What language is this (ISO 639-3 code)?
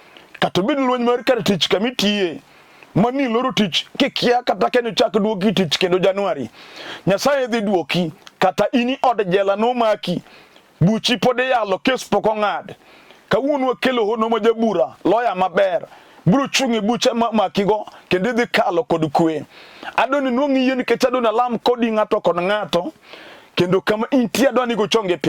luo